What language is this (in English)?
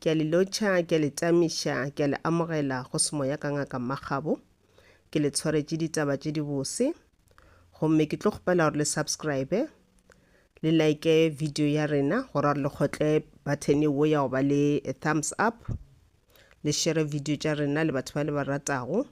Northern Sotho